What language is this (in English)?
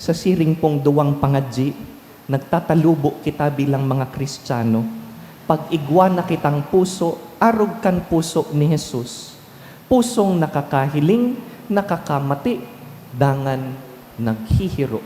Bikol